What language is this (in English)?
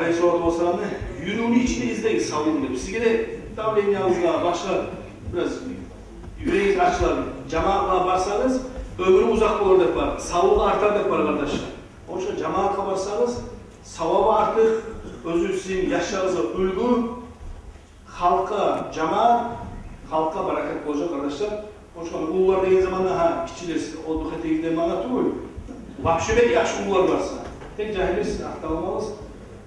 Kumyk